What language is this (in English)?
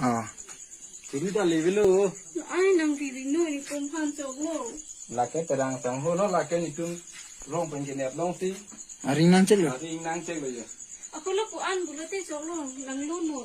Karbi